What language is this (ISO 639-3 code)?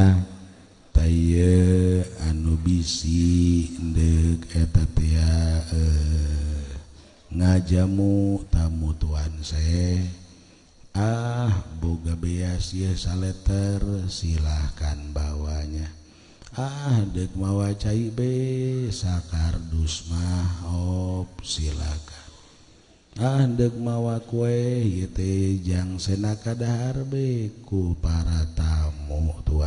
sun